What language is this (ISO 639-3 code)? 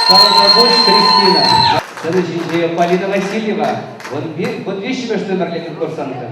chv